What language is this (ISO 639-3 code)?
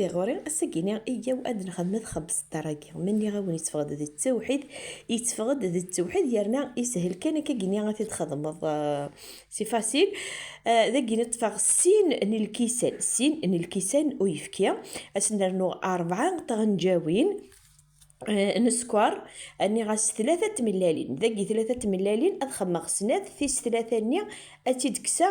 kab